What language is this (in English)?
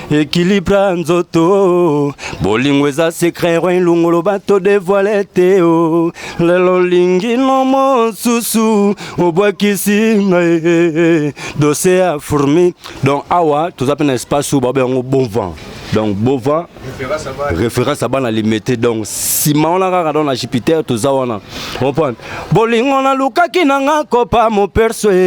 Lingala